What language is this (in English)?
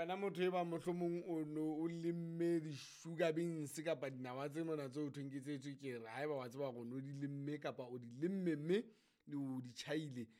Southern Sotho